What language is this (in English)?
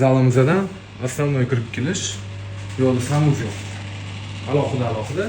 Uzbek